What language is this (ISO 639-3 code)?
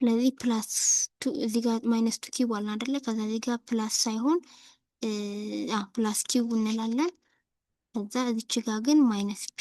amh